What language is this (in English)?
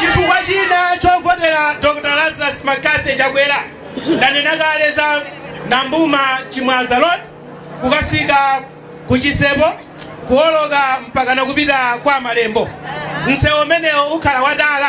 Nyanja